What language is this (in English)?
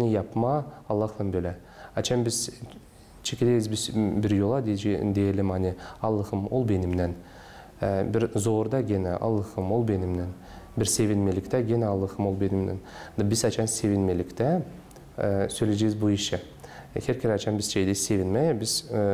Gagauz